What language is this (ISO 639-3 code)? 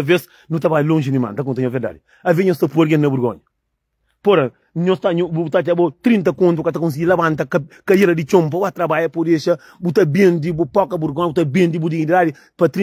kea